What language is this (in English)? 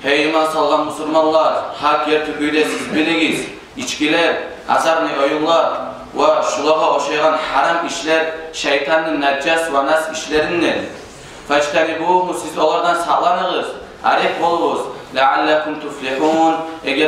Kumyk